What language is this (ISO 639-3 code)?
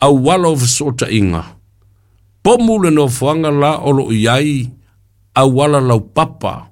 smo